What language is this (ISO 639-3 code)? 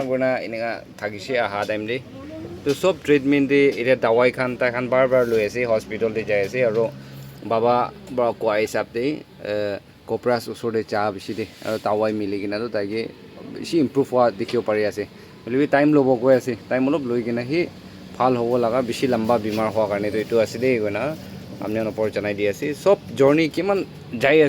nag